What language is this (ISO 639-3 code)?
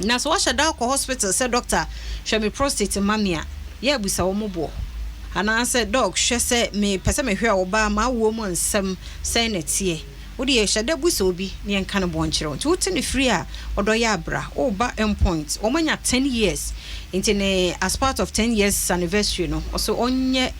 aka